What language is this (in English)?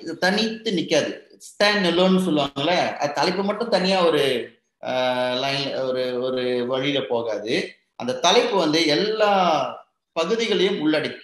Tamil